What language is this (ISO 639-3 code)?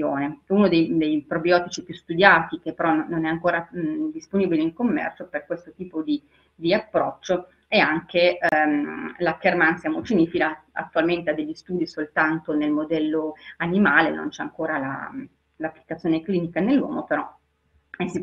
ita